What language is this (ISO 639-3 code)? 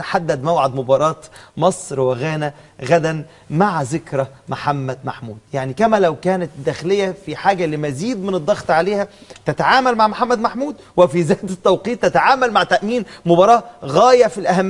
arz